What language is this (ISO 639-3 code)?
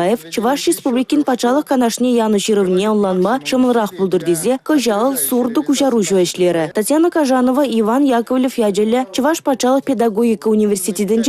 chv